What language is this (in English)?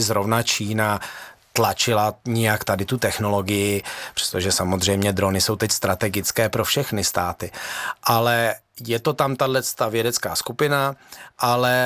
Czech